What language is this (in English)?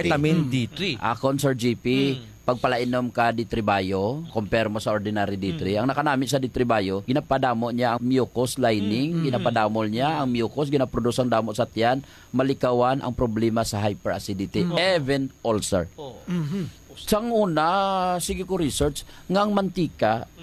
Hiligaynon